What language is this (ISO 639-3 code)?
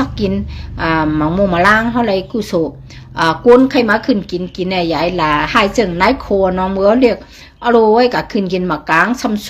shn